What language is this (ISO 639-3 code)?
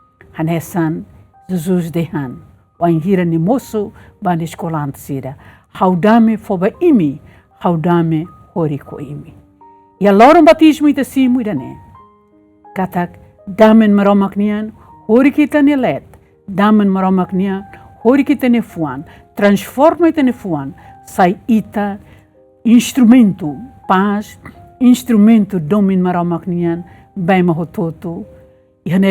tet